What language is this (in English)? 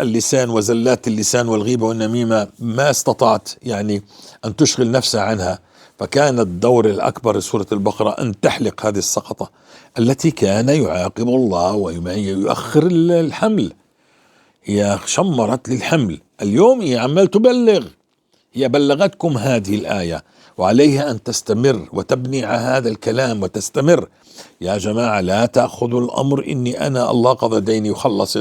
North Levantine Arabic